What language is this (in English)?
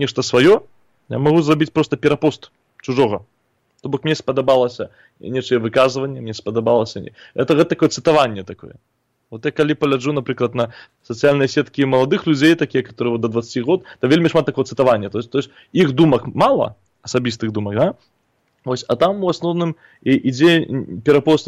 Belarusian